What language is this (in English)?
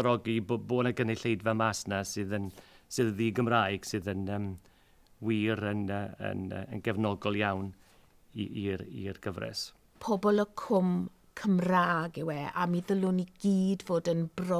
Welsh